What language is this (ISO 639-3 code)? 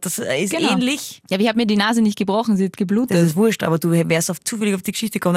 deu